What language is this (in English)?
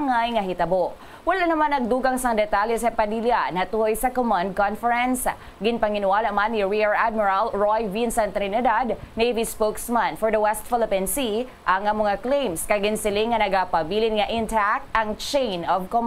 Hiligaynon